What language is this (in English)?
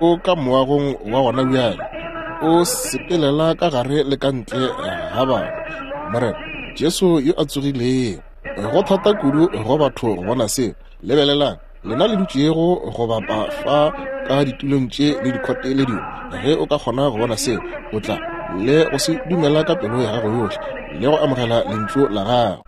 Northern Sotho